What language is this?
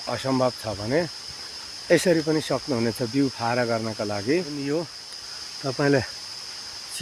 Nepali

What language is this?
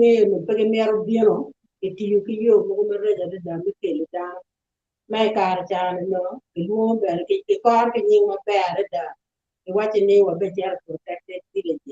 Acoli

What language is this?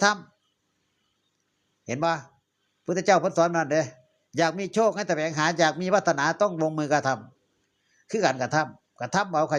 Northeastern Thai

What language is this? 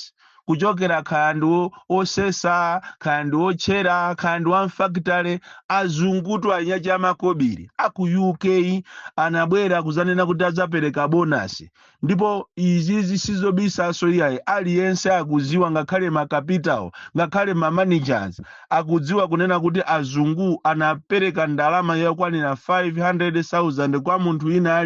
Nyanja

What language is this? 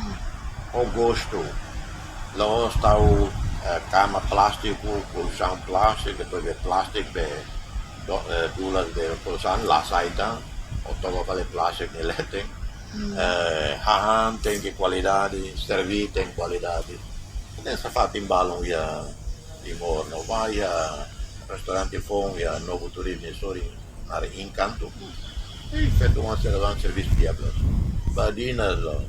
Tetum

